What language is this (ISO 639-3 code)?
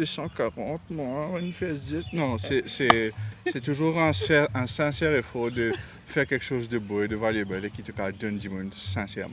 mfe